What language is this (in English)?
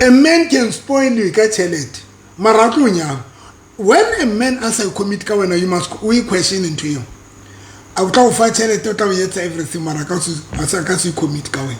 Southern Sotho